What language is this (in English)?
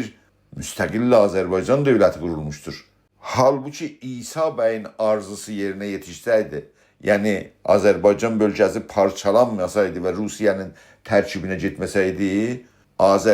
South Azerbaijani